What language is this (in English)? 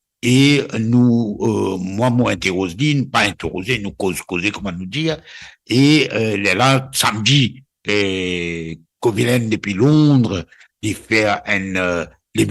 Morisyen